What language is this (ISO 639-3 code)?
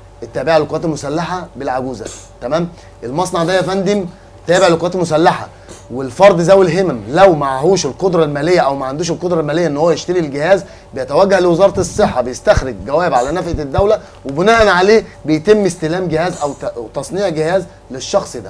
arz